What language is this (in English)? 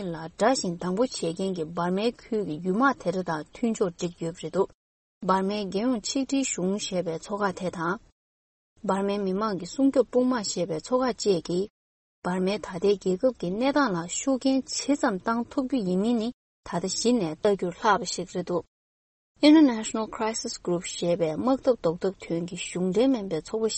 Tibetan